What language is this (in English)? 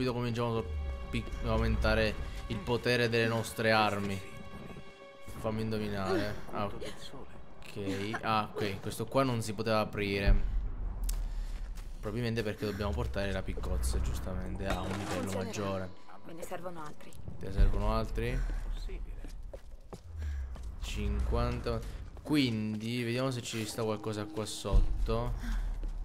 Italian